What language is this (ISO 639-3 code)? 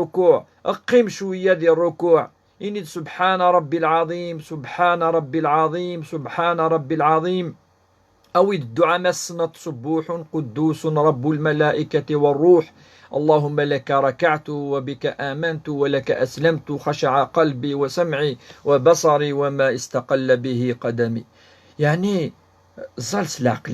kab